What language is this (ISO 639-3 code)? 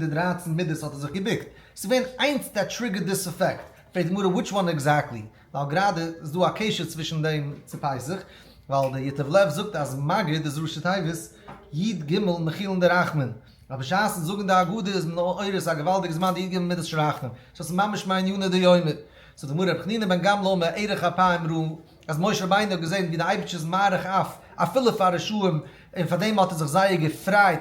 yid